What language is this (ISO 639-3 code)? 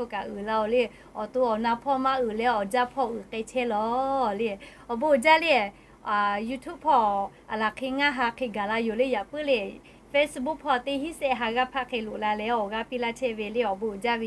lhu